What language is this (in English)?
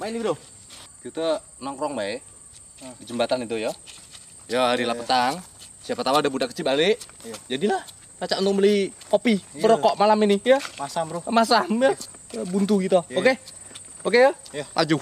Musi